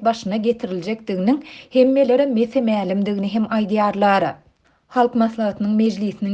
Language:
Turkmen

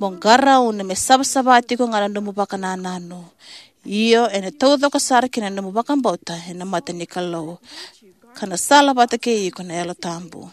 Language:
Fijian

